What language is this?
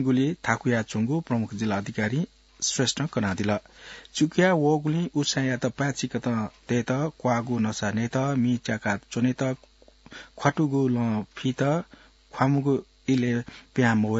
Newari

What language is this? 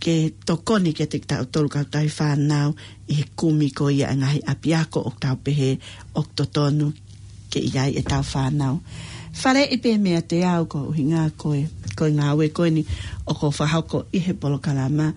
Tongan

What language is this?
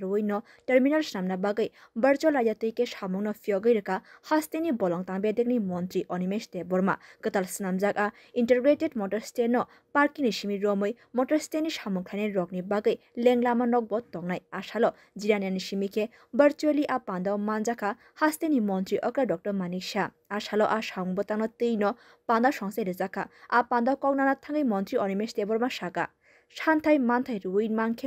Kok Borok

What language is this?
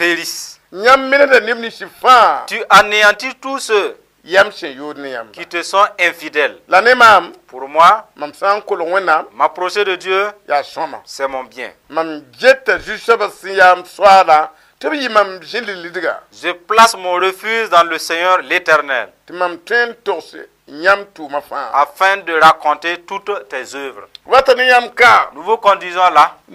Mossi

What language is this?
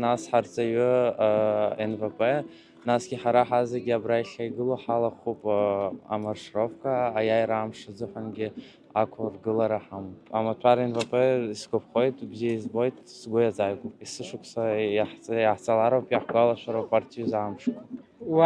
Abkhazian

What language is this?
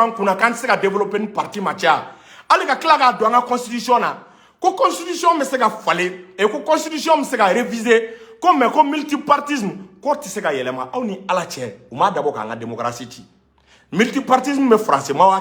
Bambara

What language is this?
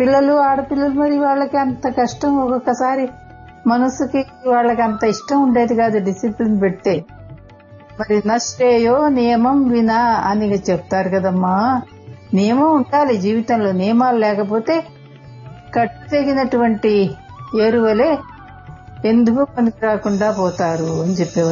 Telugu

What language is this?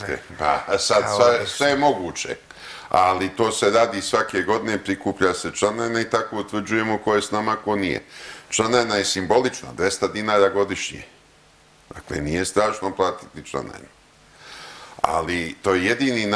Serbian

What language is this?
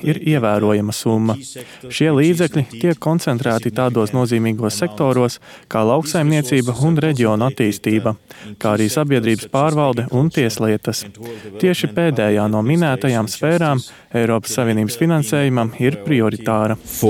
Latvian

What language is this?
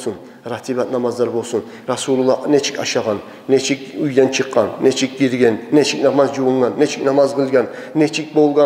Kumyk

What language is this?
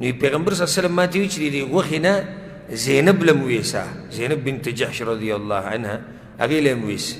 Pashto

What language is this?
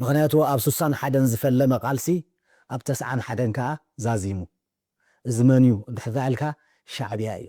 Tigrinya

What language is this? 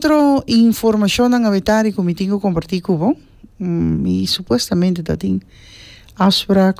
Papiamento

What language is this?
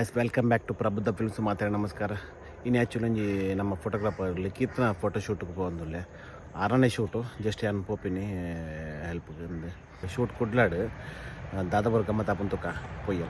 Tulu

